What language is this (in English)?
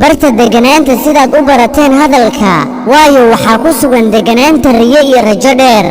Somali